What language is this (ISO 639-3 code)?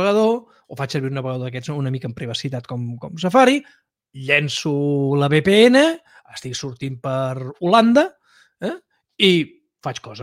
cat